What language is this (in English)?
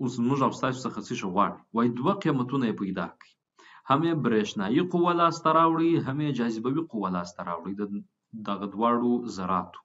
Pashto